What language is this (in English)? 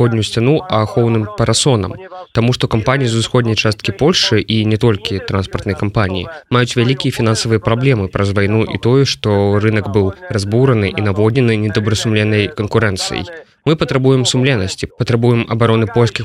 Belarusian